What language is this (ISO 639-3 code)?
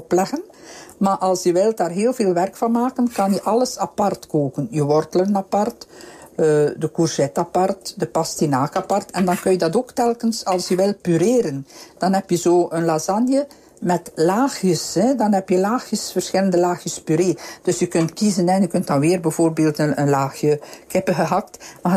nld